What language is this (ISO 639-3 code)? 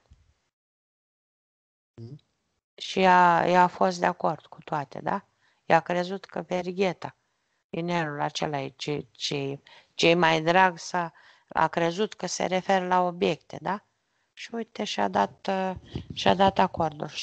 ron